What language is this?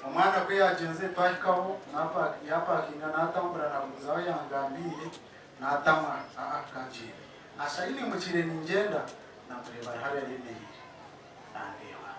Nyankole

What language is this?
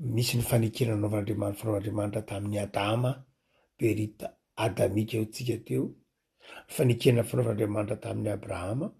Malagasy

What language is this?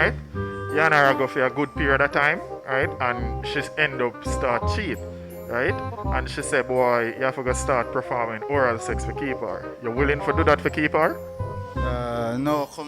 Jamaican Creole English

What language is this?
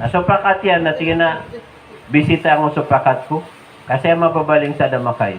Maranao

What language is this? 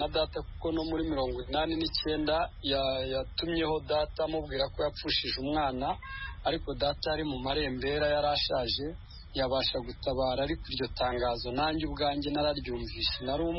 Kinyarwanda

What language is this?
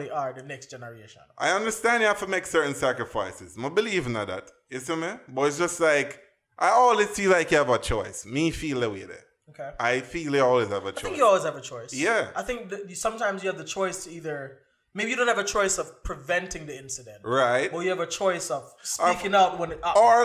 Jamaican Creole English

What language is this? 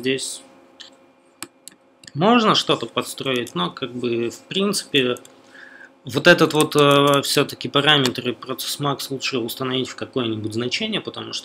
Russian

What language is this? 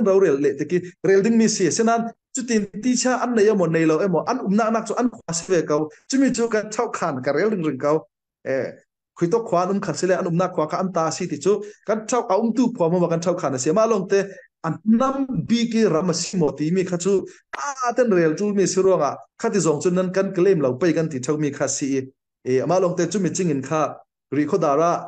Falam Chin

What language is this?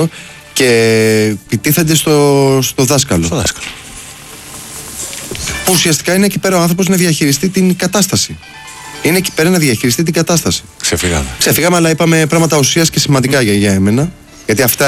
Greek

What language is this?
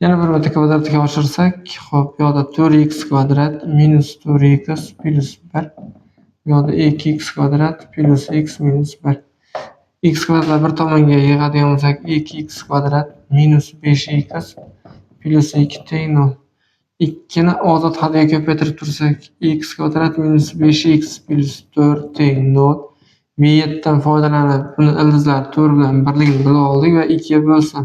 Uzbek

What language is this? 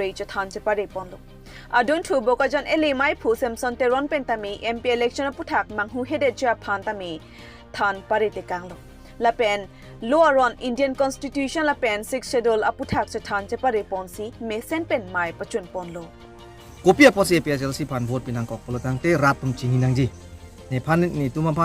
Karbi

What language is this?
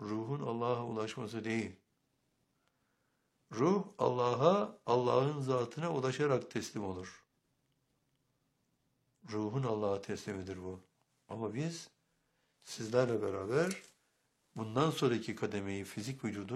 Turkish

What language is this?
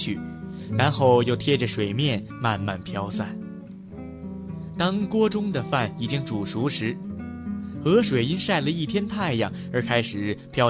Chinese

